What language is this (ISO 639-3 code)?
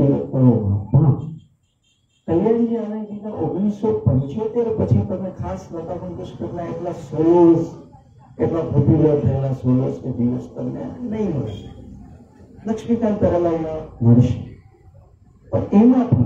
guj